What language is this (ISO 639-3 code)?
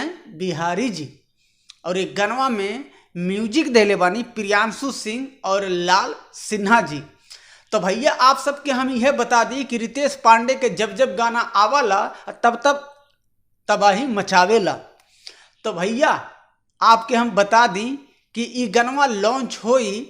bho